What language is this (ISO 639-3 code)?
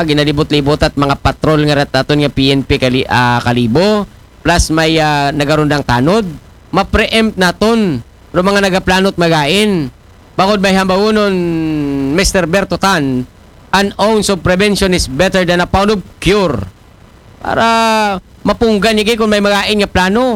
akl